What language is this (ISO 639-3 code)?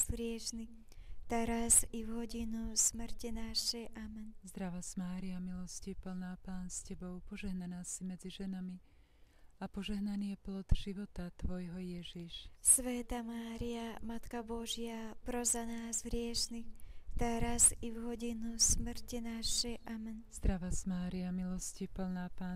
slk